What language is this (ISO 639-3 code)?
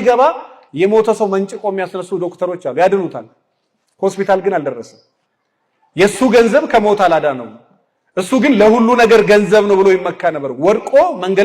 amh